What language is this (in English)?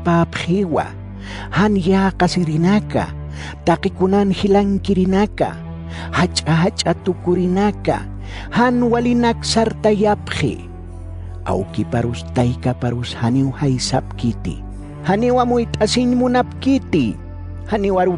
Aymara